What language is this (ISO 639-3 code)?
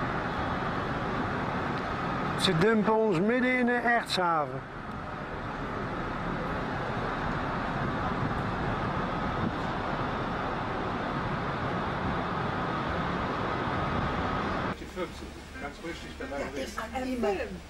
nld